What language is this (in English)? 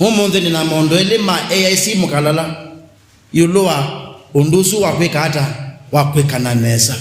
Kamba